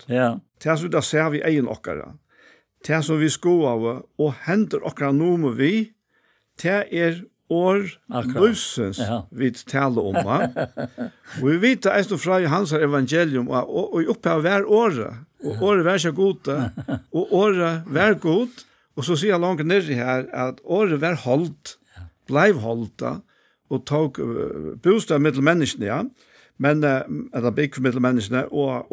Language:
Faroese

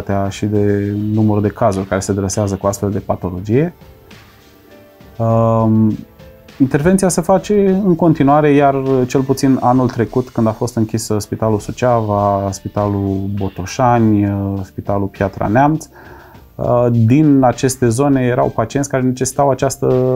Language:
Romanian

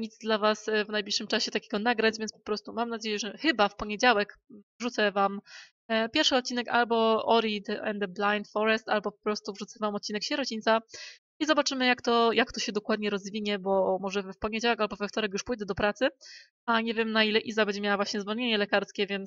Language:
Polish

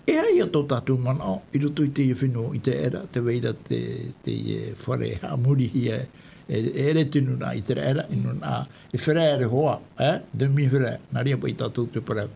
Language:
Tahitian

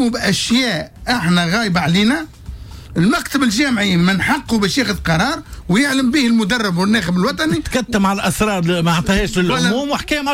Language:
Tunisian Arabic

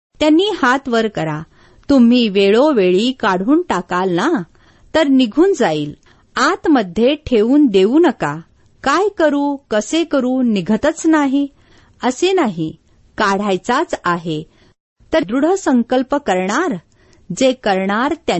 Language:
Marathi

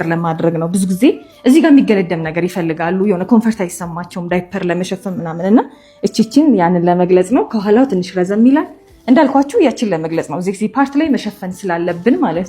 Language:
Amharic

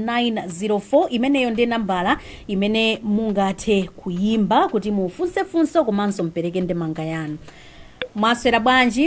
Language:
Nyanja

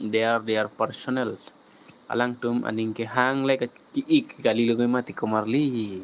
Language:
Karbi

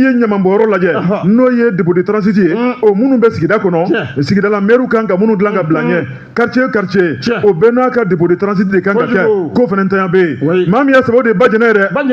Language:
Bambara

